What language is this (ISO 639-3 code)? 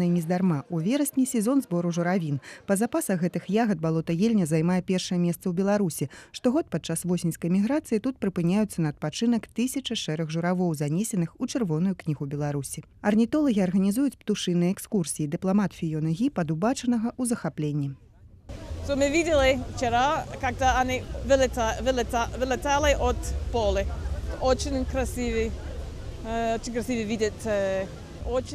bel